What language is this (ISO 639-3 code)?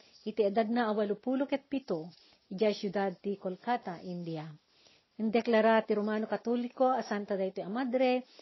ilo